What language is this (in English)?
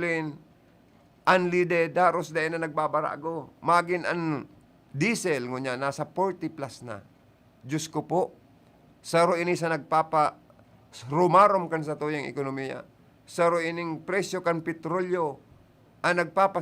Bikol